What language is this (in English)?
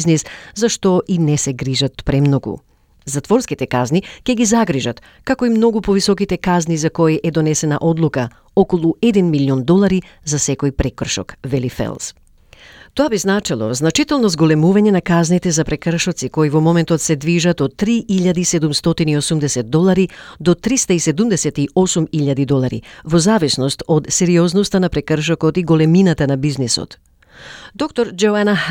Macedonian